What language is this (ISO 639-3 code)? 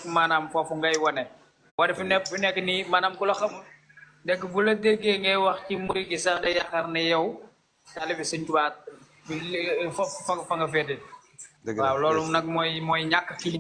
wol